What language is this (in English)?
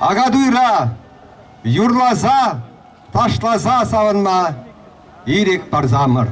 Chuvash